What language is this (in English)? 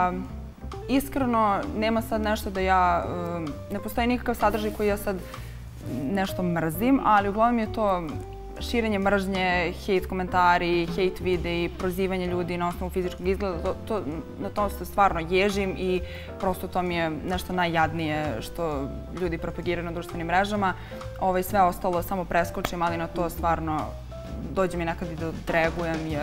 Serbian